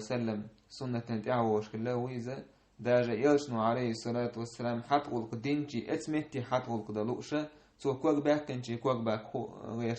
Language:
Chechen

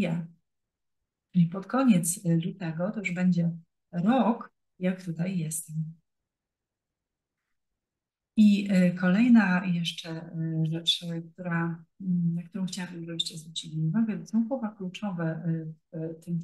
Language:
Polish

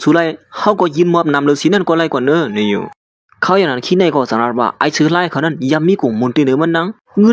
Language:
Shan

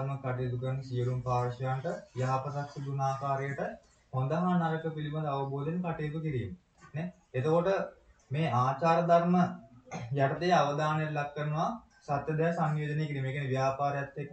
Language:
Sinhala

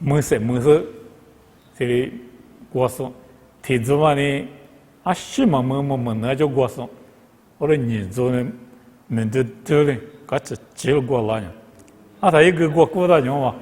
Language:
Lisu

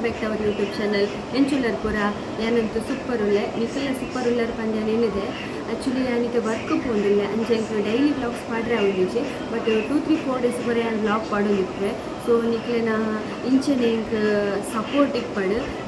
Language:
Tulu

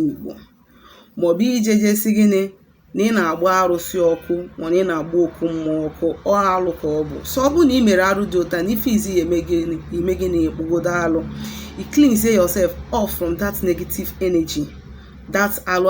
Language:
Igbo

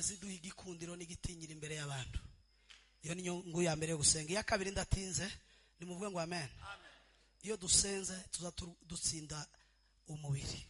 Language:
Kinyarwanda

